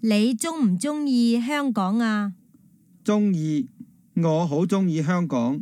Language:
Cantonese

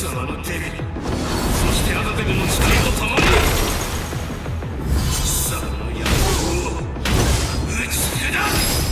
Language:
Japanese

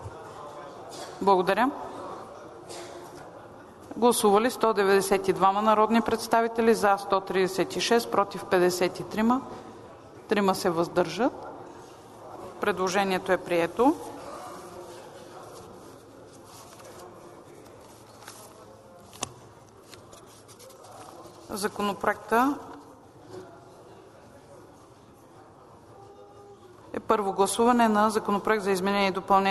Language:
Bulgarian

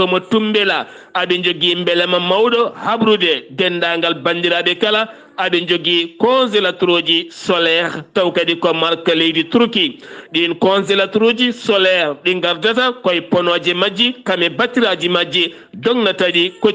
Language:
Fula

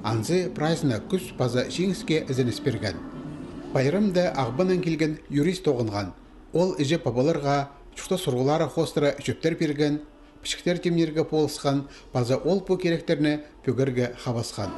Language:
Khakas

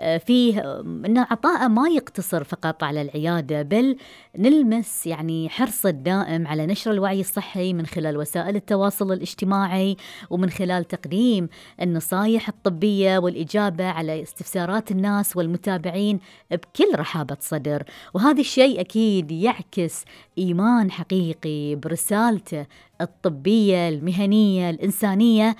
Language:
Gulf Arabic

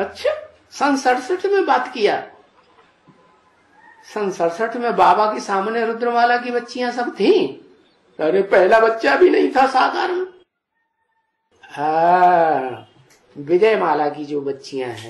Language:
Hindi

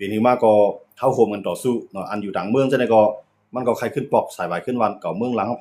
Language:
Shan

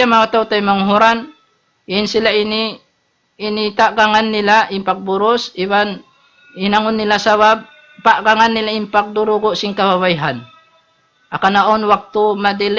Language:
Tausug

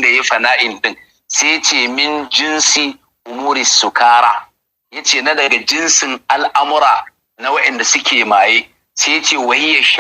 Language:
Hausa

